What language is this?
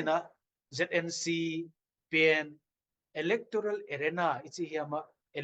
Tedim Chin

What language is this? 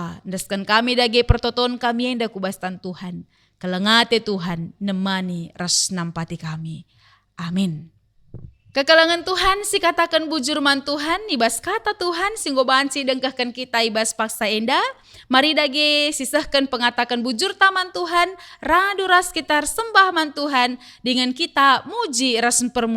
Batak Karo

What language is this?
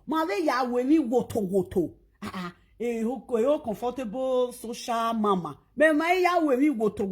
Nigerian Pidgin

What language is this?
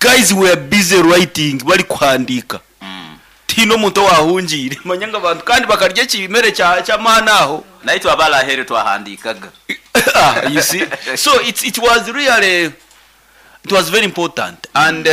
Nyankole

